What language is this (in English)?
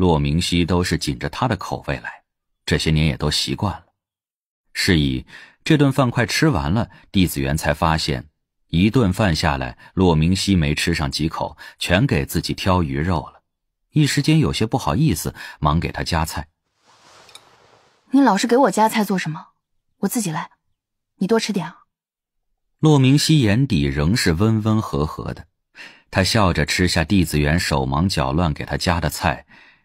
Chinese